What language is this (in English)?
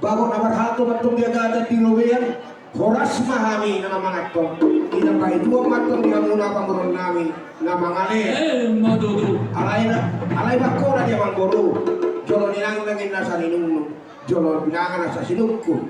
Batak Toba